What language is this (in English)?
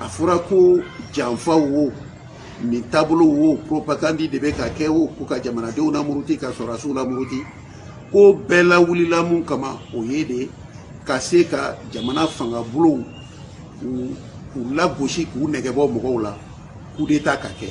Bambara